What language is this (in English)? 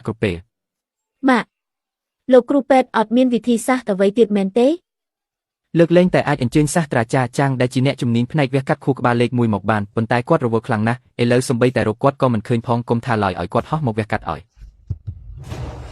Khmer